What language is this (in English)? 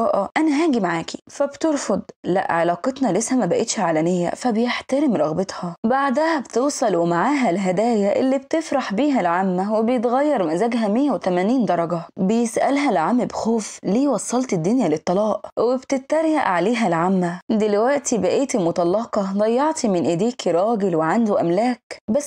Egyptian Arabic